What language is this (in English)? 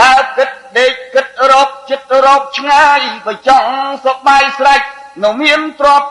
Khmer